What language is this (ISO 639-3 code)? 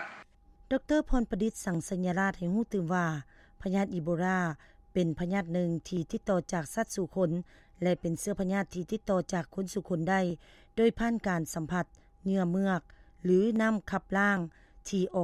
lao